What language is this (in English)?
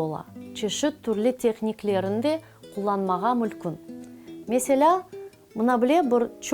Crimean Tatar